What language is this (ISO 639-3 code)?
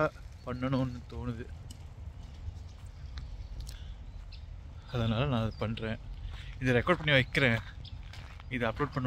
tam